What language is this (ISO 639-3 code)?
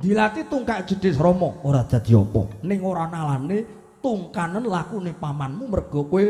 jav